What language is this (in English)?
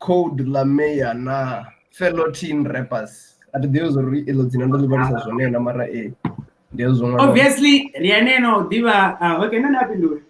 Venda